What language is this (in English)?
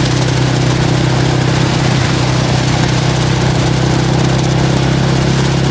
Malayalam